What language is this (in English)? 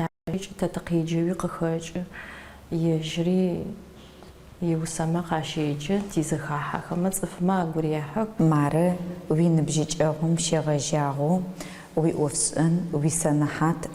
Adyghe